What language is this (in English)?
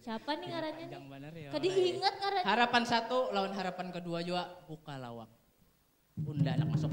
Banjar